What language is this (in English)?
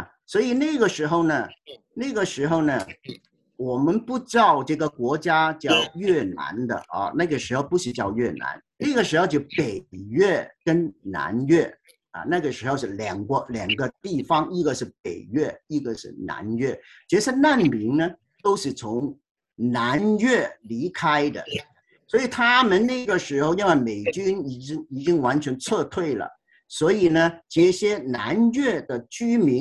Chinese